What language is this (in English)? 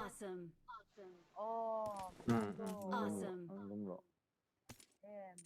Mizo